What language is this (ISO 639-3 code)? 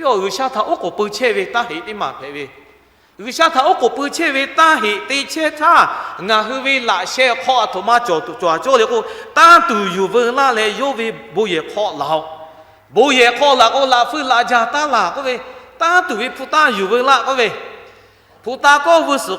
lhu